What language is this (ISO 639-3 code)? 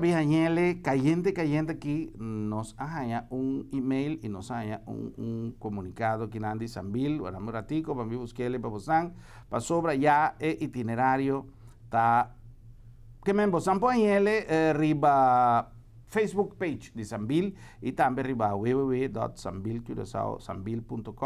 pap